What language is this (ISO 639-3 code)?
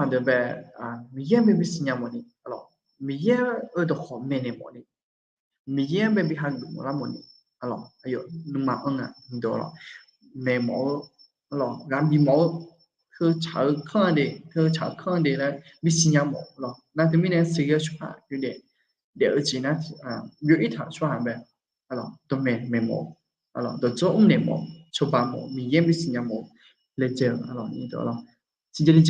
ahk